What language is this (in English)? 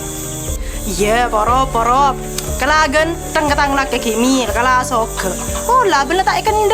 Madurese